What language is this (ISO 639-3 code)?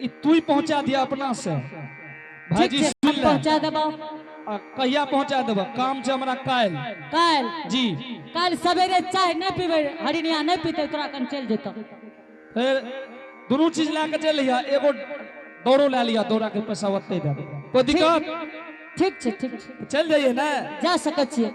anp